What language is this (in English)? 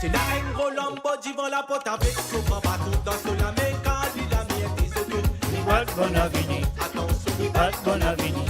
Morisyen